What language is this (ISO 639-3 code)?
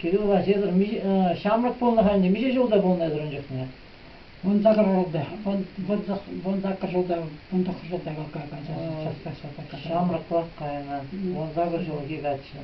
chv